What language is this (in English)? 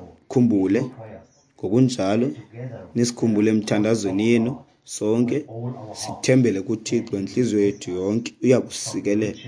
Xhosa